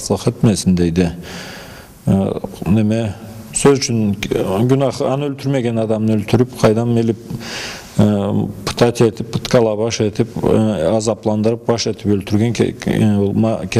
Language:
Karachay-Balkar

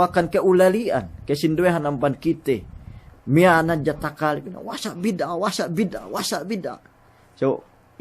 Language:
Yakan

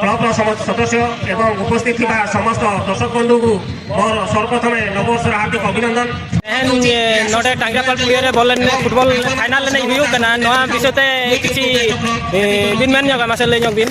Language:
Santali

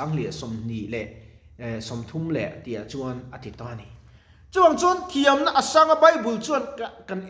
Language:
Mizo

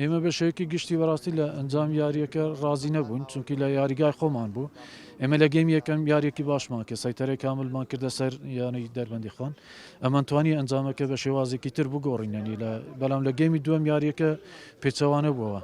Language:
Central Kurdish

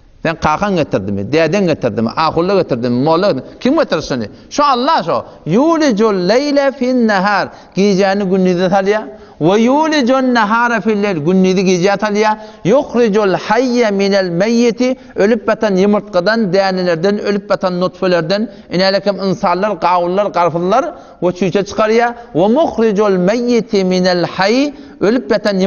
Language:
Turkmen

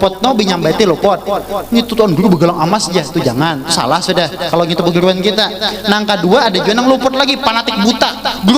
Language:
Banjar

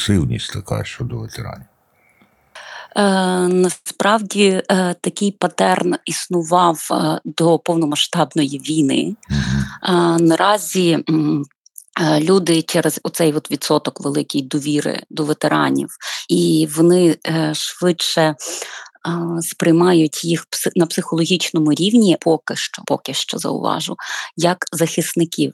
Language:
Ukrainian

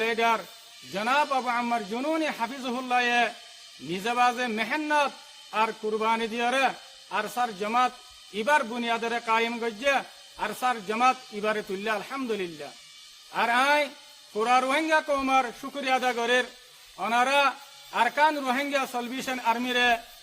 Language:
Rohingya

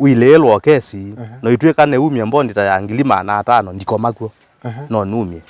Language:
Kamba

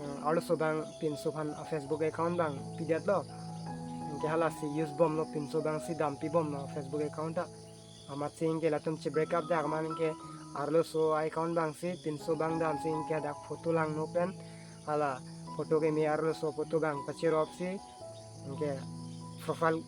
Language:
Karbi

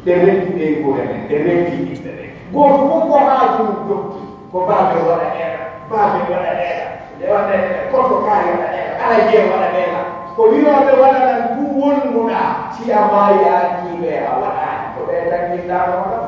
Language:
Pular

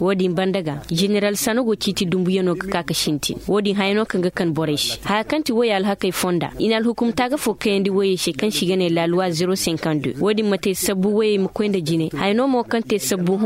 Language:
Koyraboro Senni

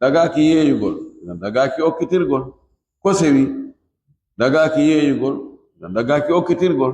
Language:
Fula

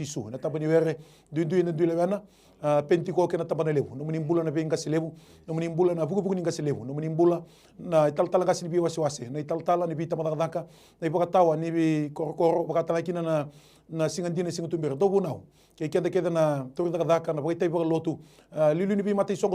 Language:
Fijian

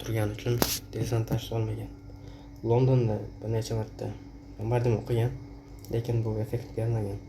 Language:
Uzbek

